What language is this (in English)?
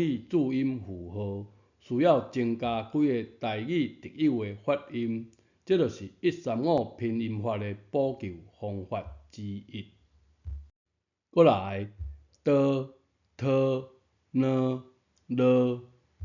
Min Nan Chinese